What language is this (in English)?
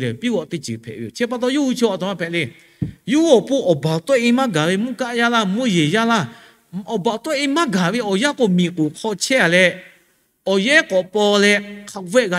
Lahu